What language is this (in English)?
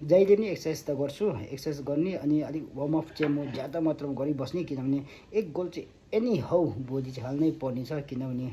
Nepali